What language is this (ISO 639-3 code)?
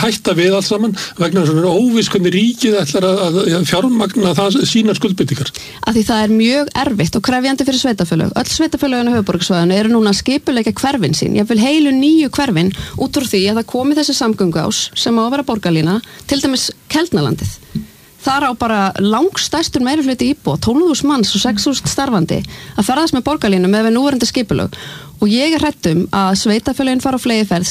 isl